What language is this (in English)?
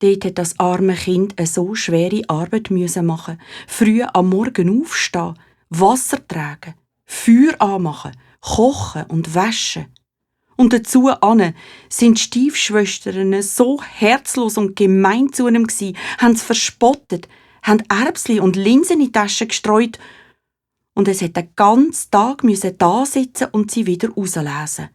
Swiss German